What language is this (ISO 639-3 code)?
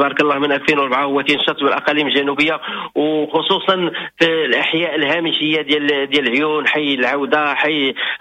ary